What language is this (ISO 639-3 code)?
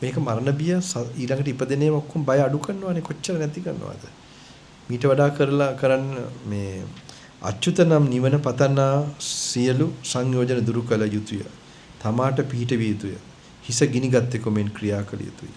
sin